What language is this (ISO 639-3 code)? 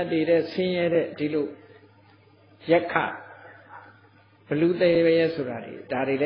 mya